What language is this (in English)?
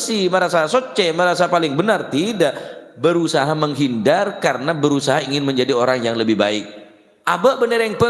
Madurese